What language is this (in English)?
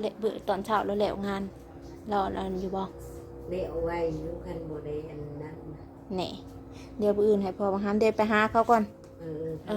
Northeastern Thai